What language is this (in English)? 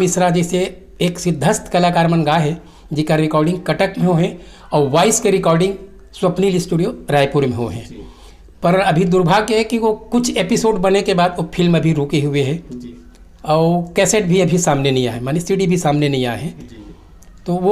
Chhattisgarhi